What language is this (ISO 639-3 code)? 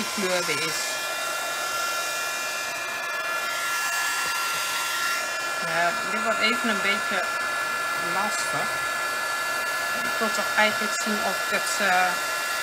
nld